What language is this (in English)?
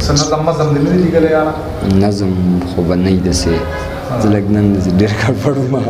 Pashto